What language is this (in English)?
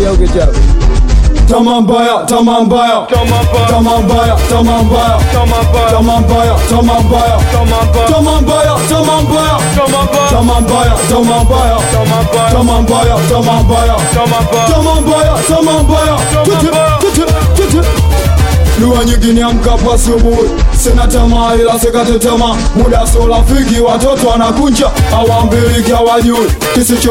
Swahili